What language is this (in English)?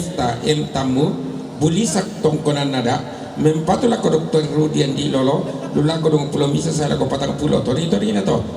Toraja-Sa'dan